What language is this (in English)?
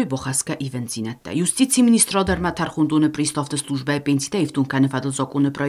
Ossetic